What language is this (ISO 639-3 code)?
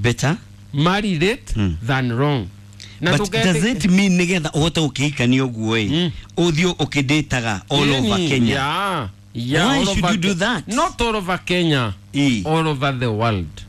kik